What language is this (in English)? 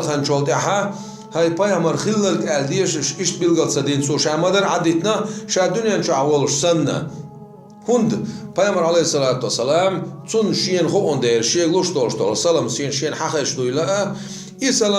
Chechen